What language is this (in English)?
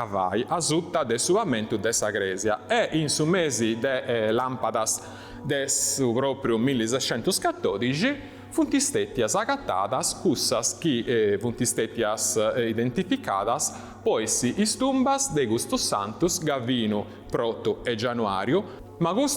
Sardinian